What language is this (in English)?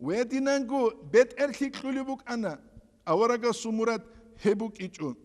Avaric